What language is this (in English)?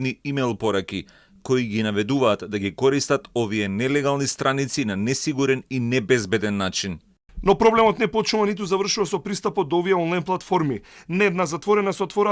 Macedonian